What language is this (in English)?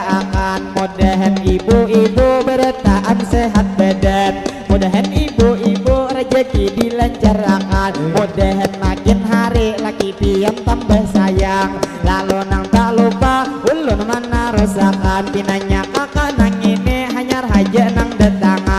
Banjar